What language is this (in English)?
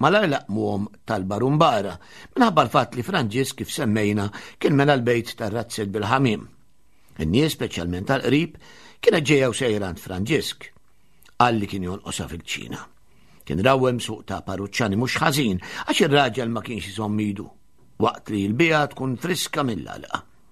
Maltese